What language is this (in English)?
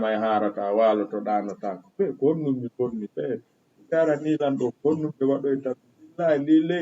Fula